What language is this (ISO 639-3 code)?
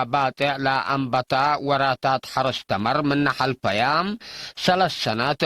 tig